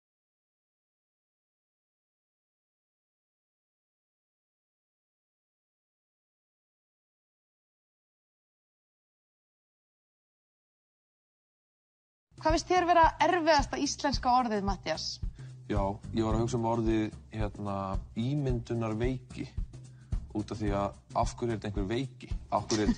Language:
Icelandic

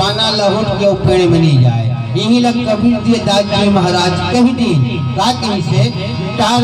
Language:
Chhattisgarhi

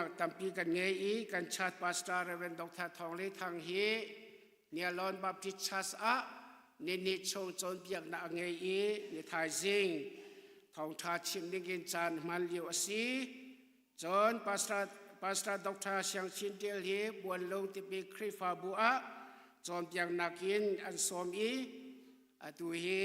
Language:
Hakha Chin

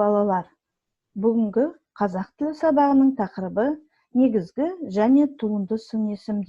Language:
Kazakh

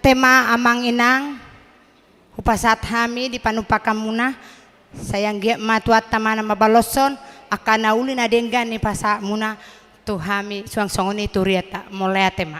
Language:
Batak Toba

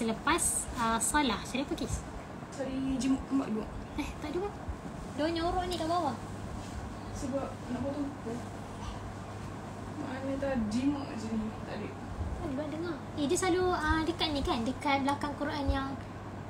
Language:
Malay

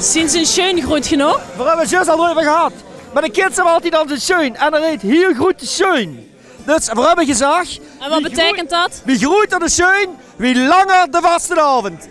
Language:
Limburgish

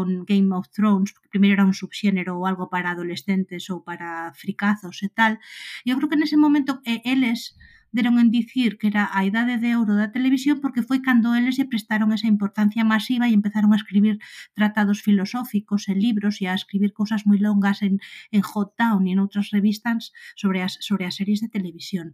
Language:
Galician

